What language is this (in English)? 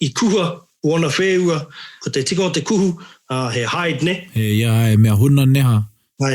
Māori